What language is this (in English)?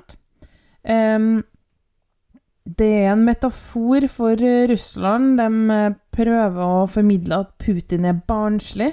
Norwegian